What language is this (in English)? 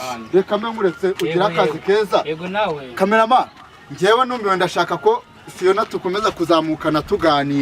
Kinyarwanda